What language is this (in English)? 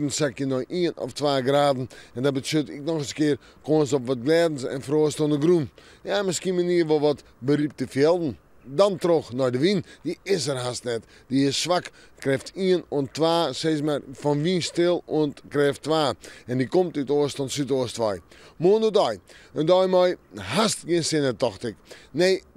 Western Frisian